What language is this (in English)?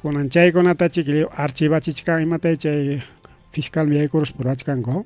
Ayacucho Quechua